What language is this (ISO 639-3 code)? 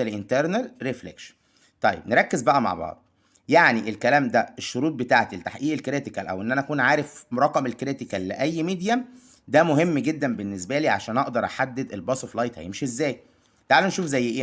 arz